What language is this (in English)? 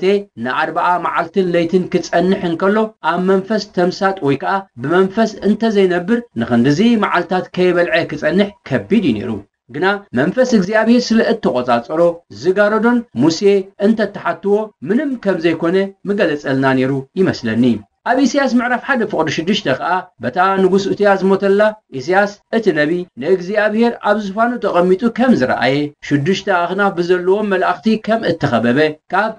Tigrinya